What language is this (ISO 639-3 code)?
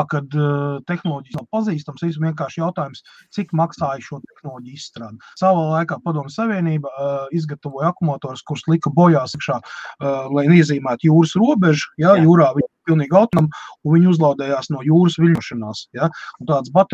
lav